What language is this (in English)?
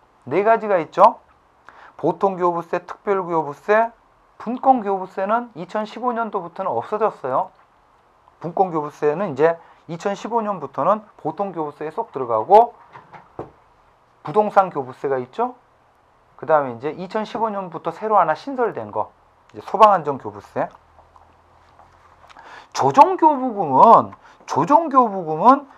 Korean